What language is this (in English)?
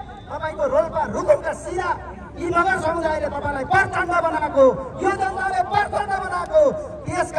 Nepali